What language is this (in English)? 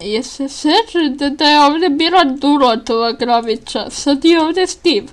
Bosnian